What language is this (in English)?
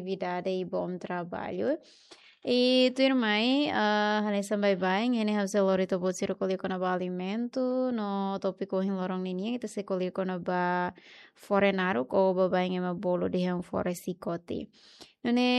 Tetum